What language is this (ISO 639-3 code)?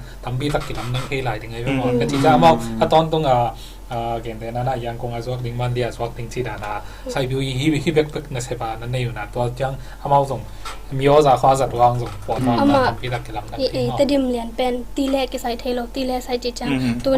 ctd